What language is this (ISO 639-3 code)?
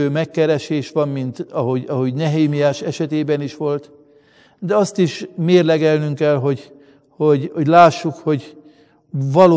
hun